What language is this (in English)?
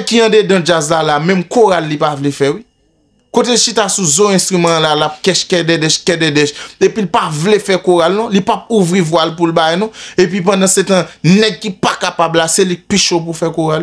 Haitian Creole